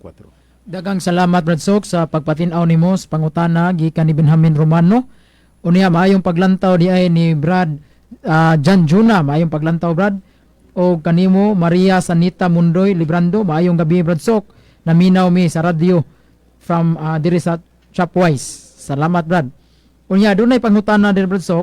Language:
Cebuano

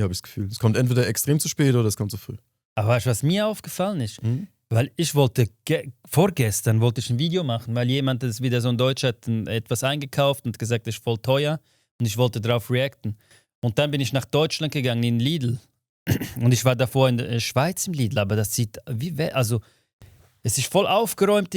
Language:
Swiss German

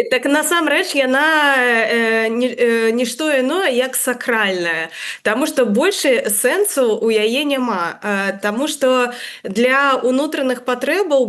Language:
Belarusian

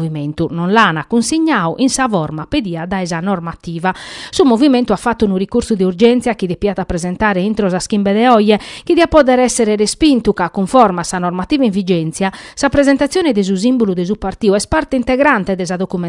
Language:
Sardinian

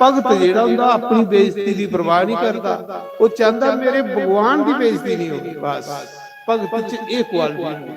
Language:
Dogri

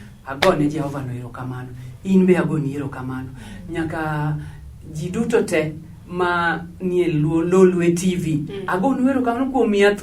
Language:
Luo (Kenya and Tanzania)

